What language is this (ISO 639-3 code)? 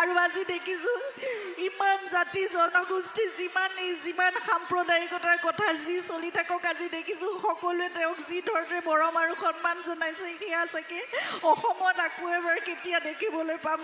asm